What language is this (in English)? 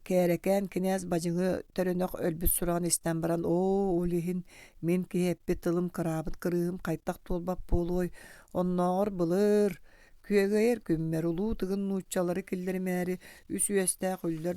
Yakut